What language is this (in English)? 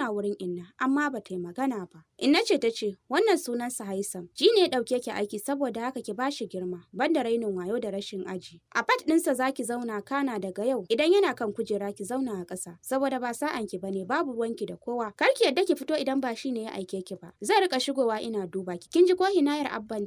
Hausa